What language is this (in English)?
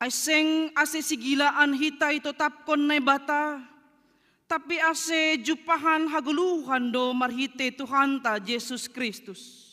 Batak Simalungun